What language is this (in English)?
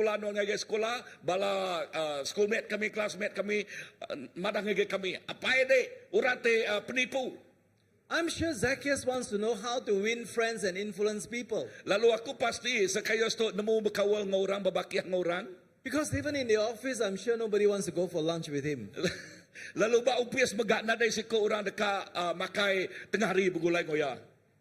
Iban